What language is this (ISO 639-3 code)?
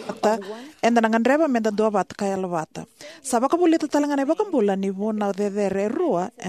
fij